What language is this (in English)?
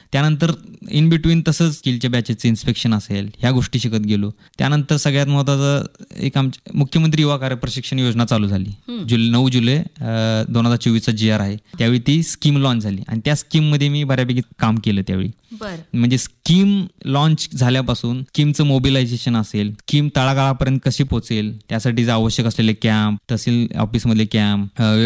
Marathi